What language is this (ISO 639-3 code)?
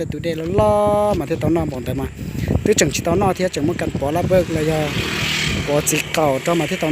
hmn